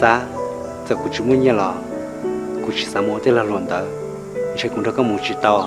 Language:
Hmong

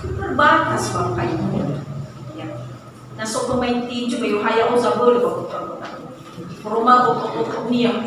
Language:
Nias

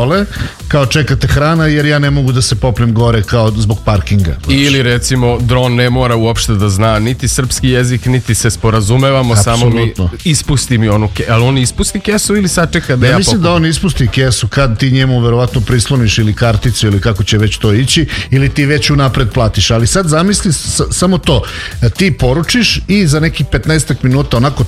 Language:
Serbian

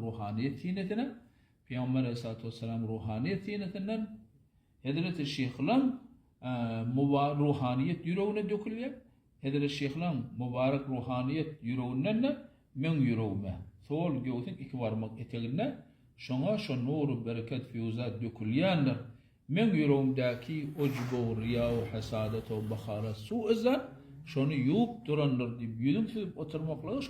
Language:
Turkmen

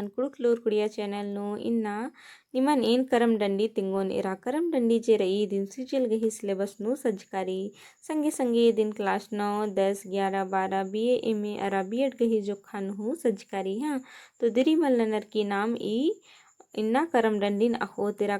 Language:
Kurukh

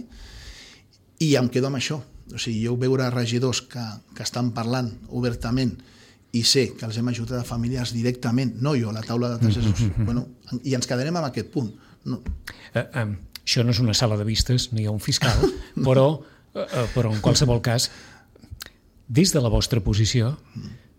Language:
Catalan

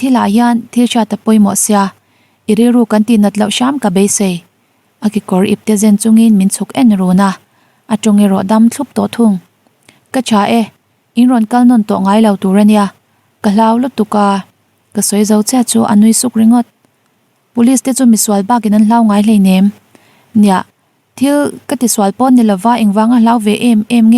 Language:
Mizo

